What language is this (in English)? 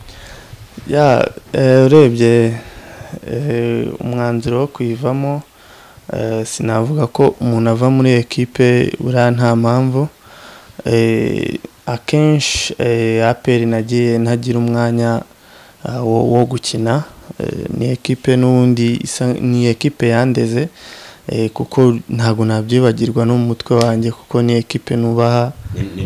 Kinyarwanda